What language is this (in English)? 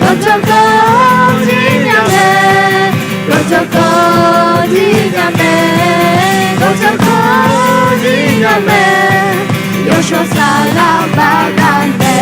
Akha